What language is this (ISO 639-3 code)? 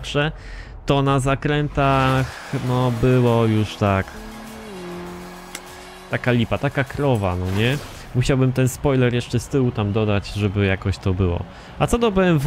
pol